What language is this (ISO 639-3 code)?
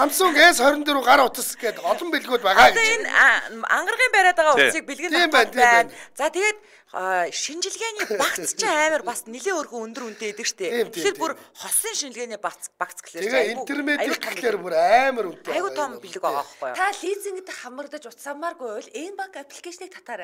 mon